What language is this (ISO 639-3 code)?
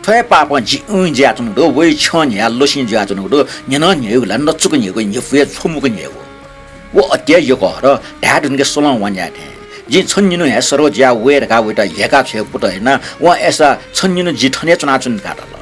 new